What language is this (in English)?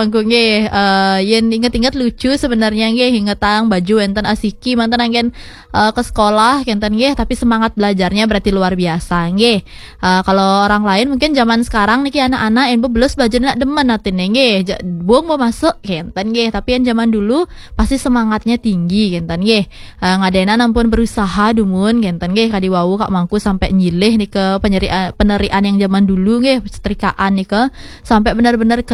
Balinese